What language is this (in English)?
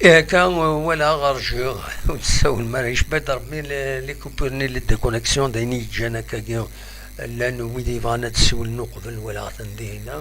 Kabyle